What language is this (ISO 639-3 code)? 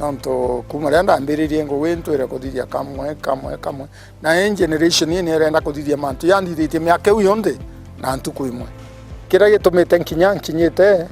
mer